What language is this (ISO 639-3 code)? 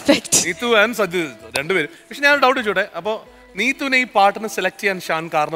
mal